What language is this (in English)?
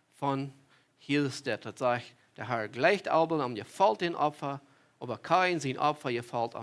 Plautdietsch